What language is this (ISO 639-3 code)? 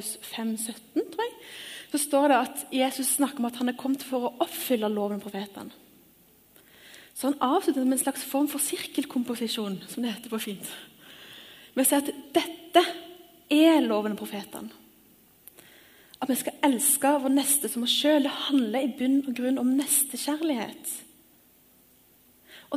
nor